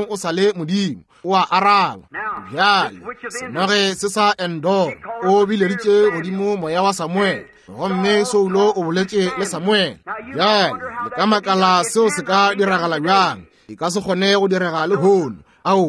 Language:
Northern Sotho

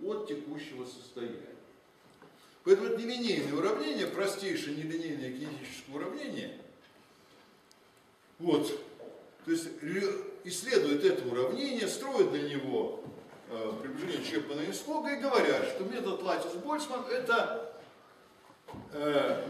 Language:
Russian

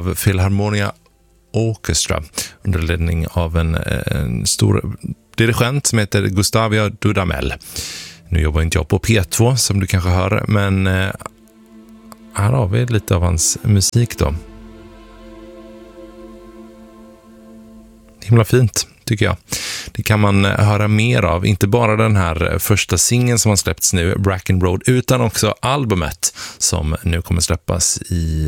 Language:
Swedish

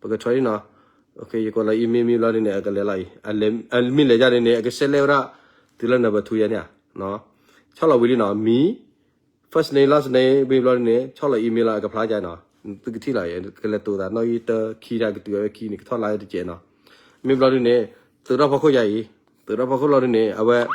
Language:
S'gaw Karen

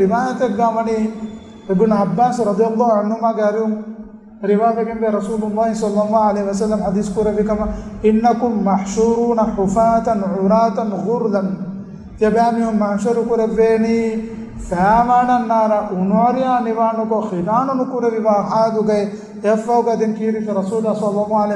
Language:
Divehi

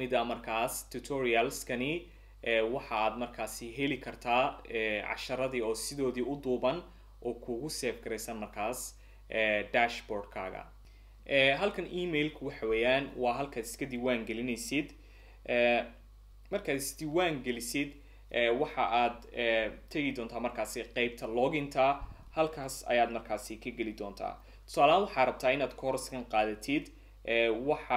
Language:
Somali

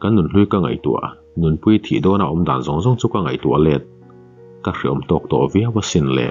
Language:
Mizo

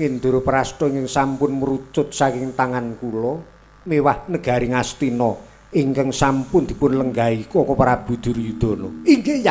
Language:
Javanese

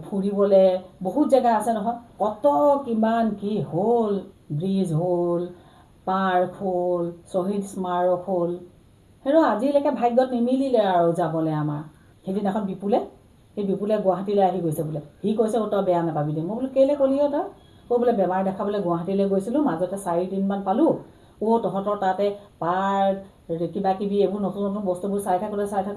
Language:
Assamese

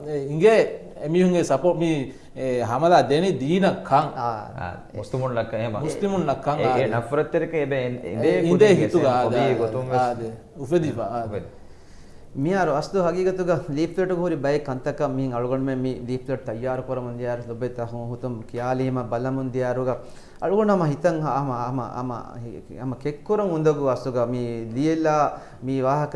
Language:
Divehi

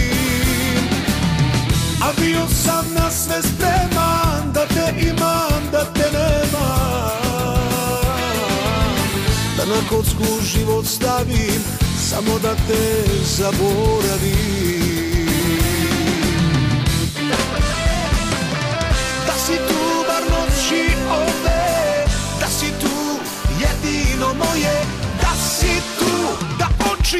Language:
Serbian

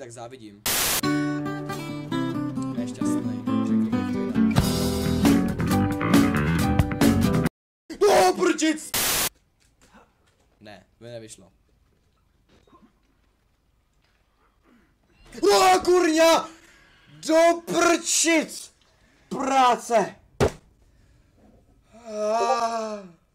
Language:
Czech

